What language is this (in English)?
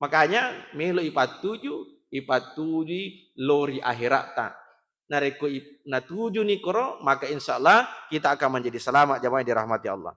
Buginese